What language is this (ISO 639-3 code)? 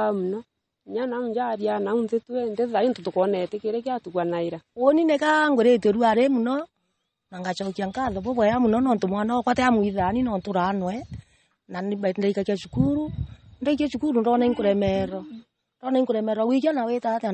mer